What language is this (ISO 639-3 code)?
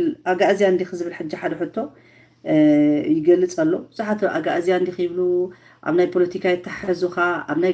tir